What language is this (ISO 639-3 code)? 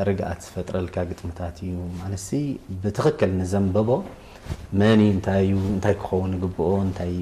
tir